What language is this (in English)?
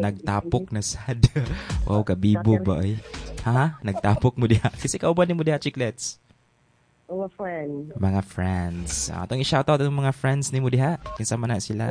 Cebuano